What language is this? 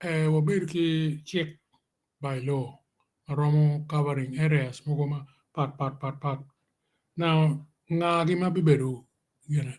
Acoli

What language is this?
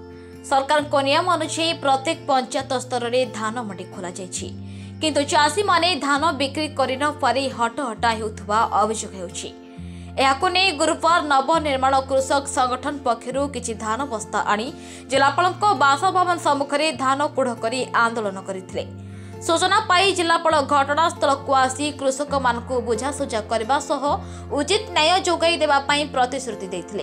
Odia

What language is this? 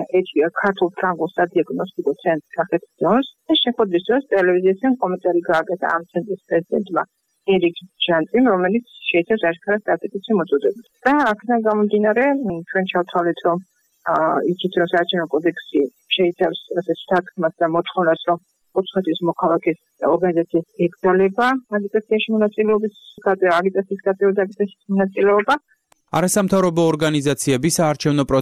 Georgian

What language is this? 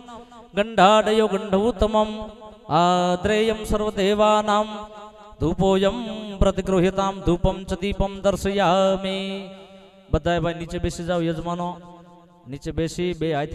Gujarati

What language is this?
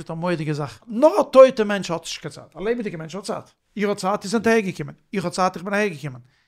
Yiddish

